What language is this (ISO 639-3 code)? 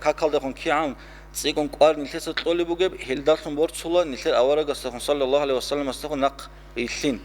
ava